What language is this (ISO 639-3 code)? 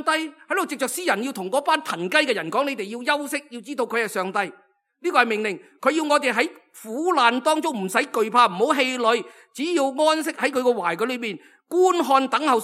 yue